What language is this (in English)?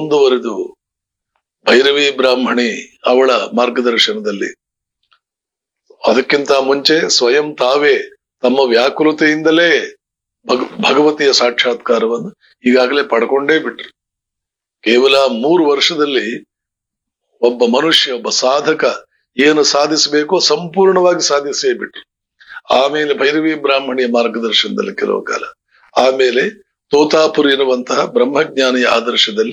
Kannada